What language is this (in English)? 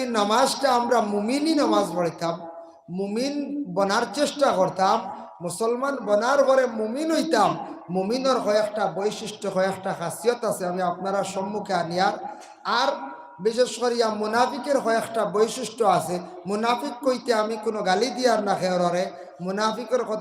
Sylheti